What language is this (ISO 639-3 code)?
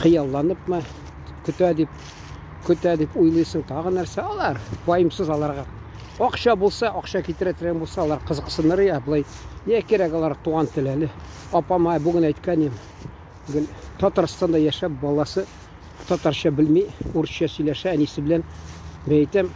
tat